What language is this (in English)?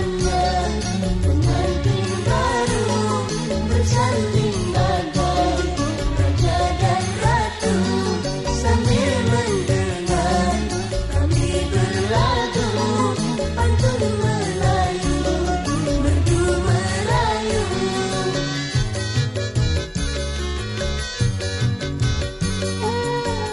Malay